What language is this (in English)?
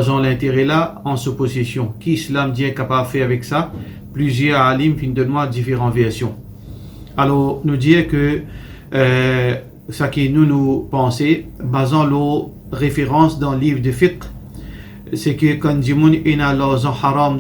Morisyen